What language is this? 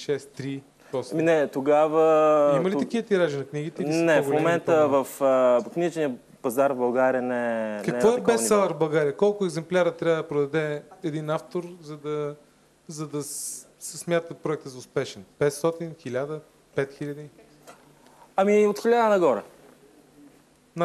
Bulgarian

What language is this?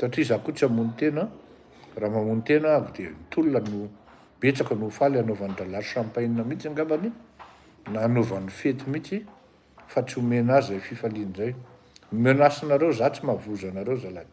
Malagasy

